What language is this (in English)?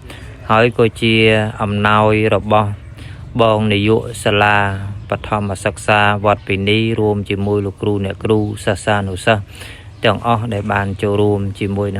Khmer